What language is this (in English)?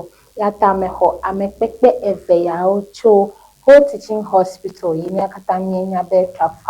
Ewe